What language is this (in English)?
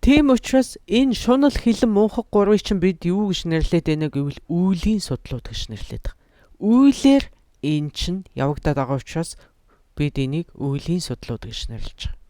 Mongolian